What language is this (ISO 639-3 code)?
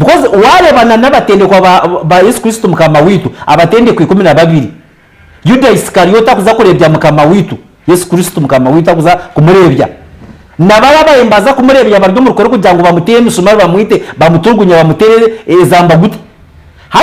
nyn